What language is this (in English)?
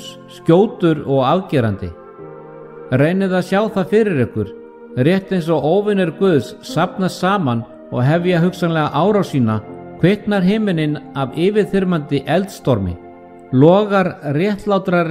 Icelandic